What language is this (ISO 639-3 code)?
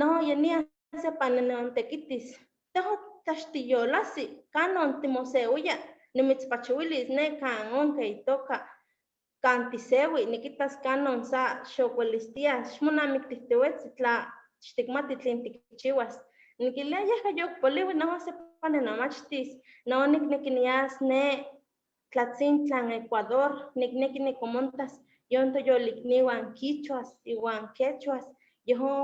nhe